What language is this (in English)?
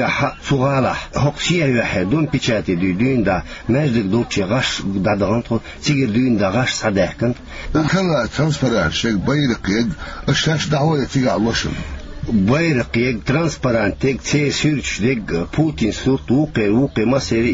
Chechen